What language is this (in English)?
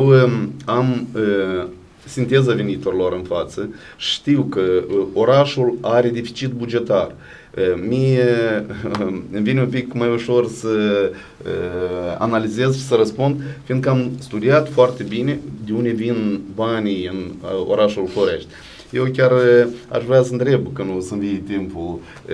Romanian